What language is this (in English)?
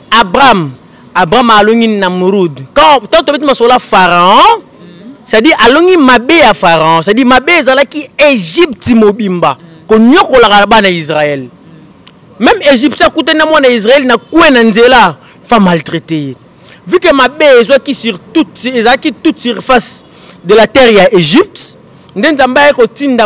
Lingala